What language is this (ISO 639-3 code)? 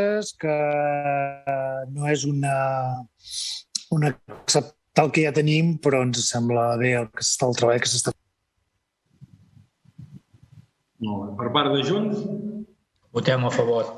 cat